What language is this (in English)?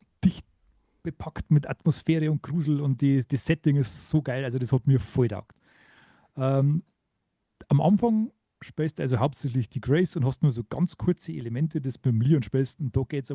Bavarian